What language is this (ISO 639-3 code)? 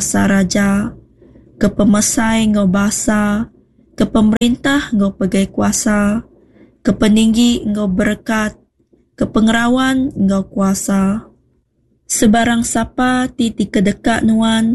iba